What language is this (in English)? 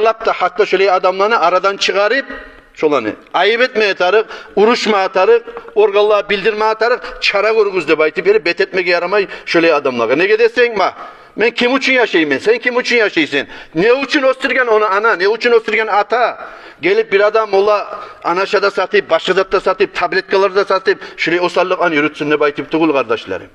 Kumyk